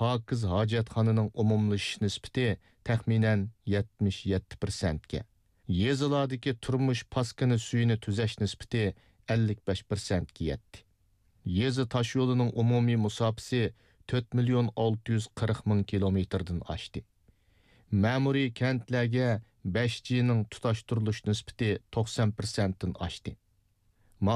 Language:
Uyghur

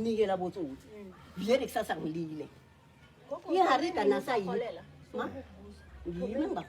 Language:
Zulu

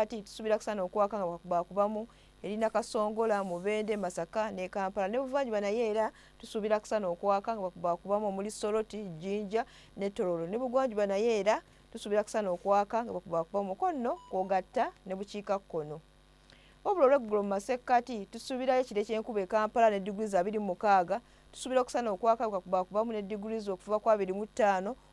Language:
Ganda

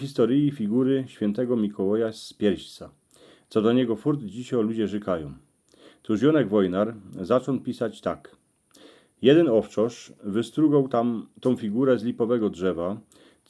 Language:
Silesian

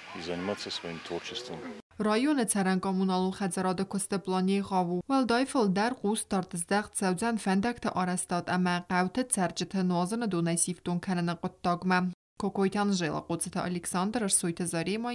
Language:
Ossetic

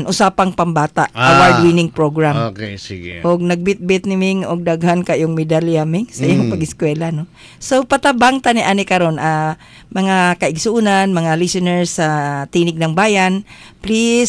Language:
Cebuano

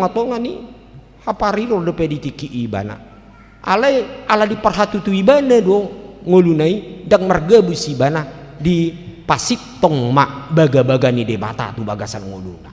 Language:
Batak Toba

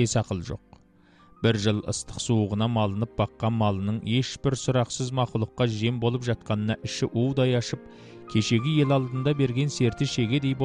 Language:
Kazakh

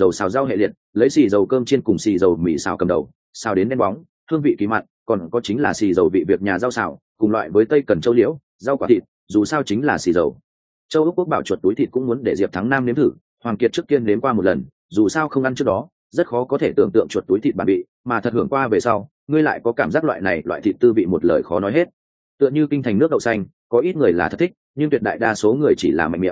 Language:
Vietnamese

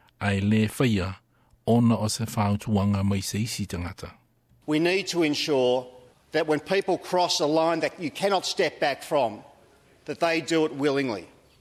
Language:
Samoan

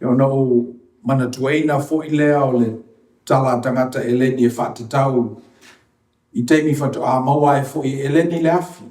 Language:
Samoan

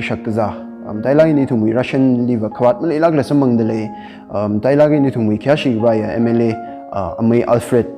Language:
Tangkhul Naga (India)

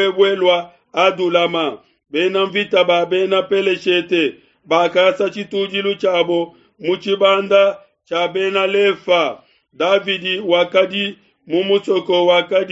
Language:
Luba-Lulua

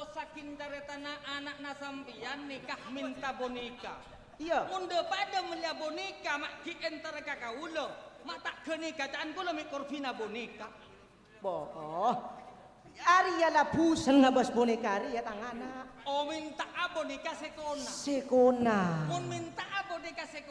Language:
Madurese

